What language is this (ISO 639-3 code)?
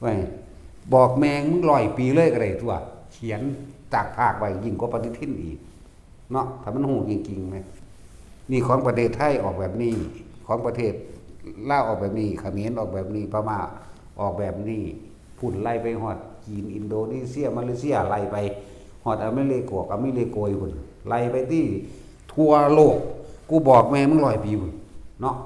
tts